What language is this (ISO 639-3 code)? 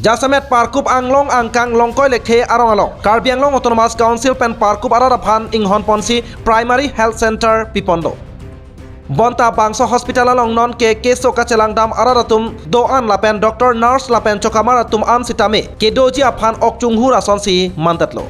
mjw